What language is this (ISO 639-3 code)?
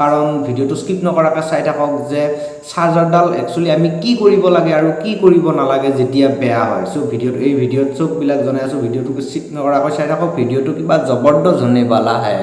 asm